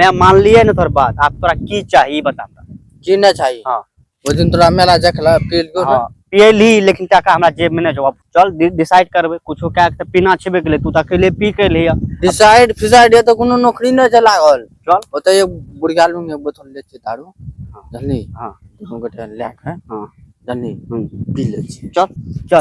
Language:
Maithili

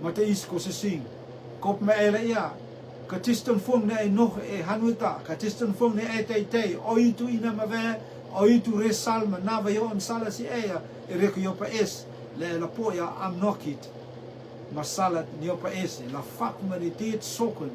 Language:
Rotuman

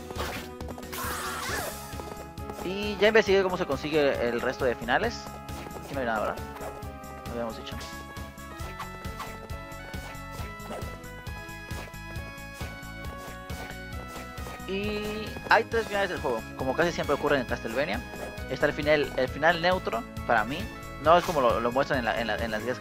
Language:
Spanish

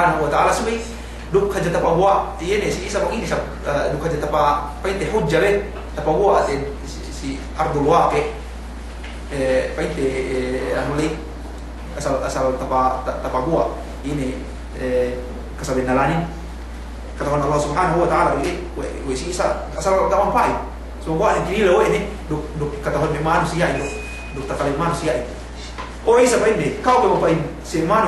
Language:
Yakan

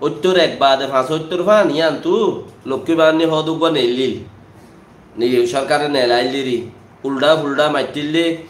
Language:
Rohingya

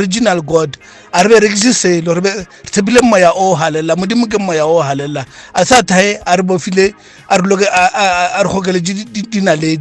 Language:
Northern Sotho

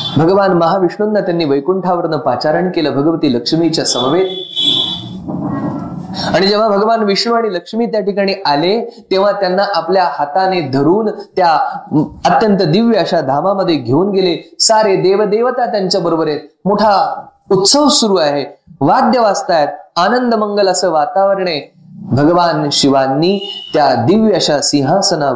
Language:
Marathi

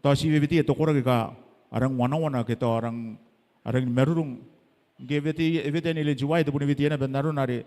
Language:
Gilbertese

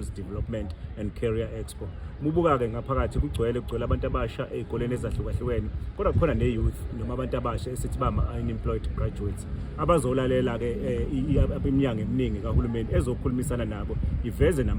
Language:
Zulu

